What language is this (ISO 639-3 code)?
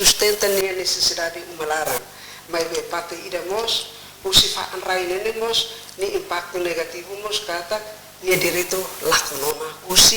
tet